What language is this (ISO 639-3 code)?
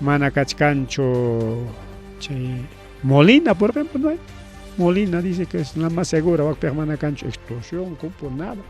quy